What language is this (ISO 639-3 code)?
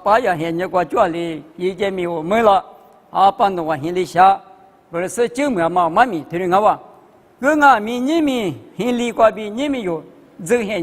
lis